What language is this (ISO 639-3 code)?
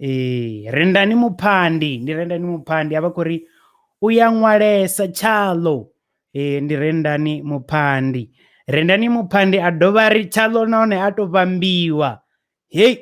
ven